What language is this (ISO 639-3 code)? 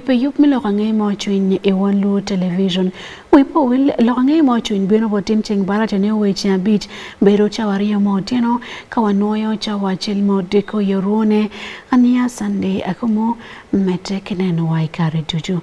ach